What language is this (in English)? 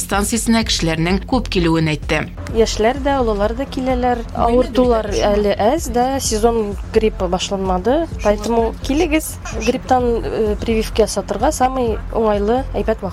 Tatar